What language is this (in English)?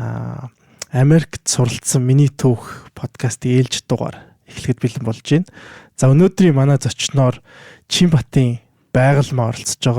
Mongolian